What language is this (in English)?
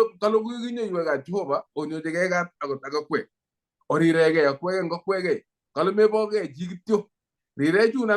Kalenjin